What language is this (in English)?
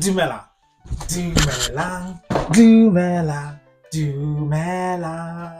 Tswana